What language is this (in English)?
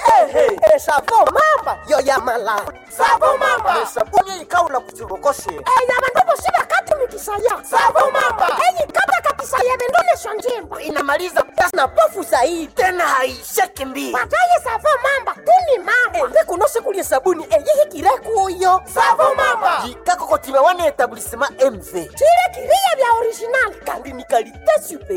Swahili